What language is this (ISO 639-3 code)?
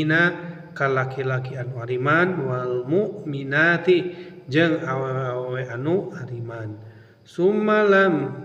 sun